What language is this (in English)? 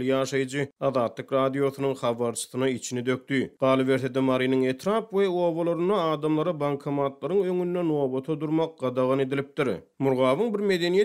Turkmen